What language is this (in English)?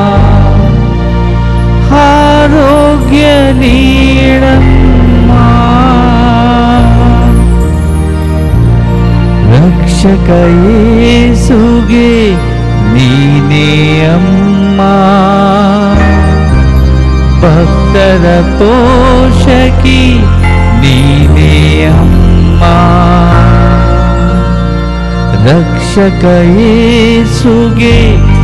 Kannada